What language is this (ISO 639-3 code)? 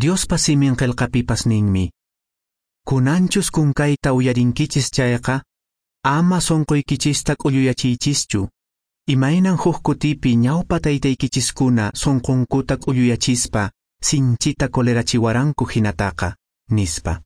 que